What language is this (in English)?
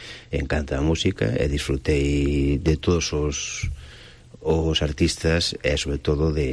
Galician